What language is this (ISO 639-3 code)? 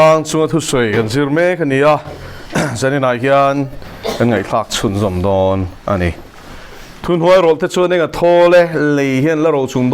lus